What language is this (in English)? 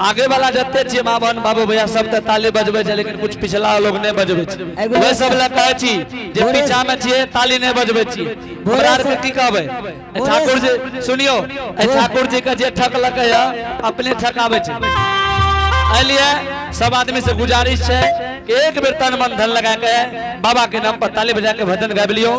Angika